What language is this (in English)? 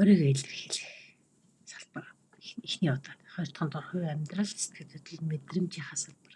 Mongolian